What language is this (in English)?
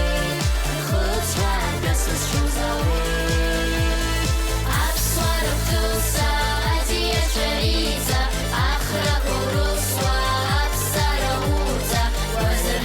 Abkhazian